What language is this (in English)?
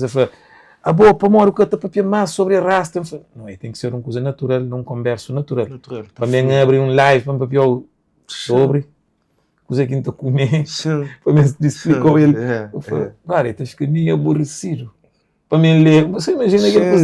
Kabuverdianu